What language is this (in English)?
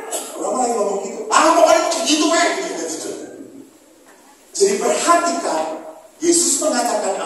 Indonesian